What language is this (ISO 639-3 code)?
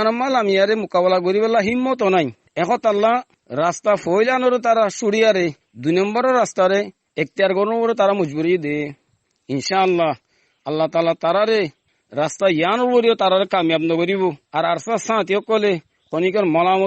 rhg